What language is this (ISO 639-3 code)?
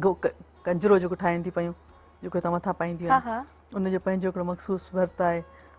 snd